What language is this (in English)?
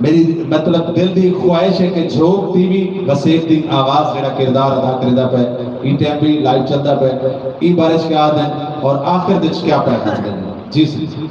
Saraiki